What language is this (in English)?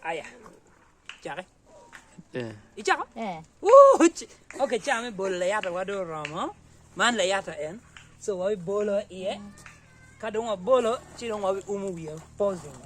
Acoli